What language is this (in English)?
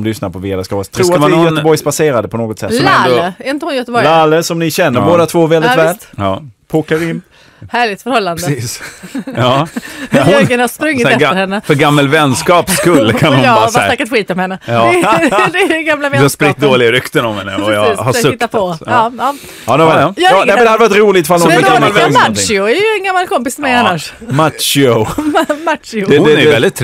Swedish